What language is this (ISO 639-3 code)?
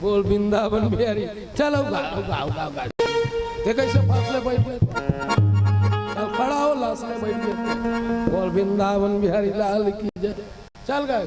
hne